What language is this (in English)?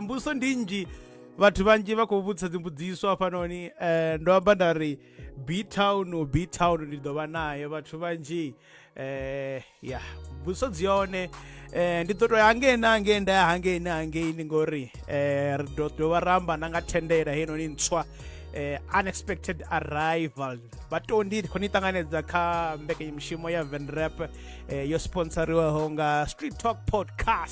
Venda